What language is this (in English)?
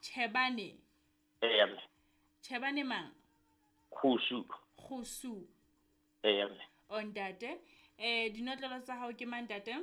Southern Sotho